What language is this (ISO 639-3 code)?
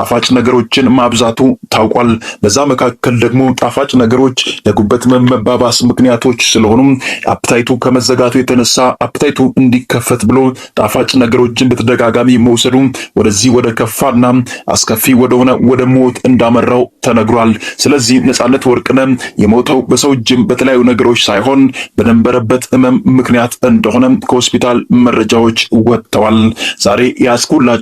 amh